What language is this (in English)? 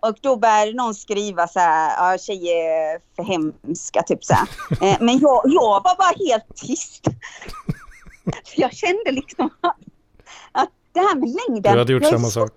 Swedish